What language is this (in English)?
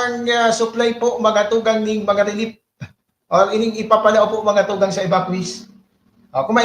Bikol